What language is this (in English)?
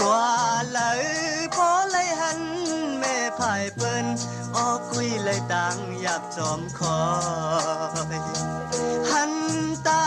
Shan